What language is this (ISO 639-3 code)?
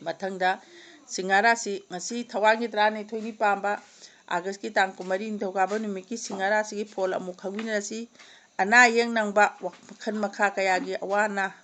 mni